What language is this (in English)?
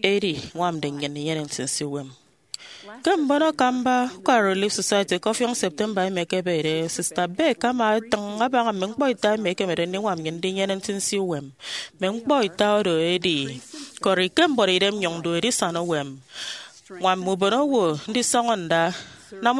Efik